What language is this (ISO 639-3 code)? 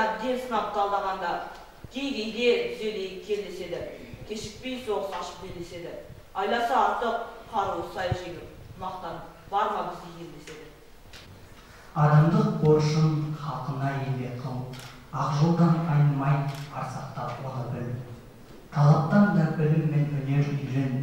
kaz